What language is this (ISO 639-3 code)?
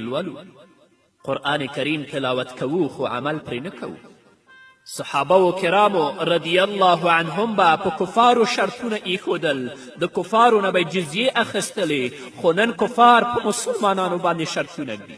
pus